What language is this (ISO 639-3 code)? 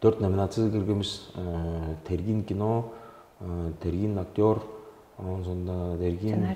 tyv